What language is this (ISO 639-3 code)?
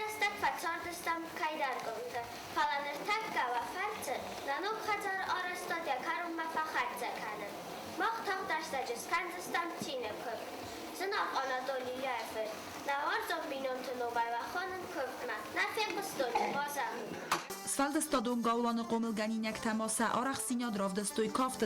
oss